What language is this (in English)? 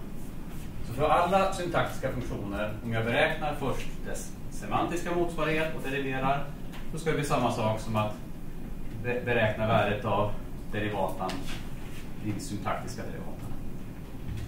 Swedish